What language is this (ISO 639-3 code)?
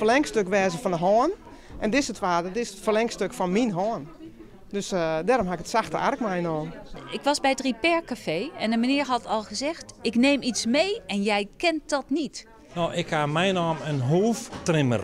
fry